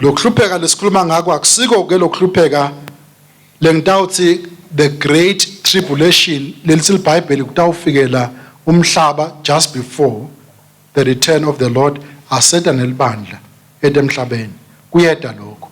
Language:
Swati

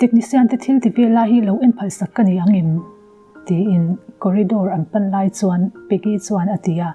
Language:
Mizo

